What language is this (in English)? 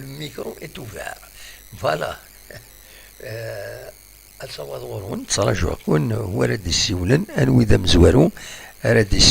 Kabyle